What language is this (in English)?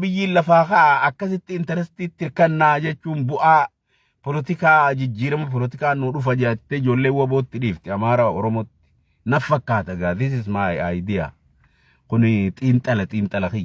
Oromo